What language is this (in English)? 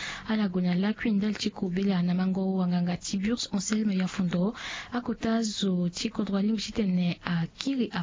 Sango